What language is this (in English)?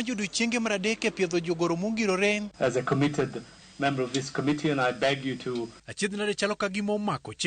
Luo (Kenya and Tanzania)